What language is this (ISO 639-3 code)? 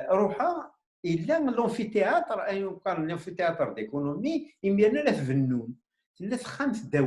kab